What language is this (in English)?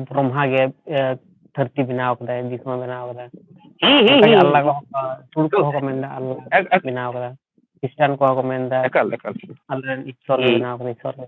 Santali